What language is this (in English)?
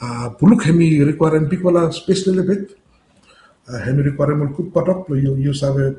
Bislama